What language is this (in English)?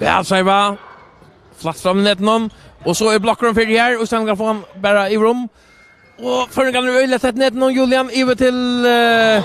Faroese